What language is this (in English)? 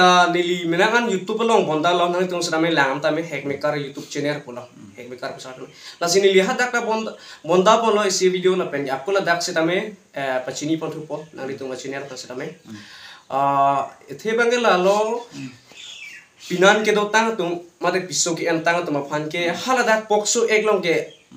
Karbi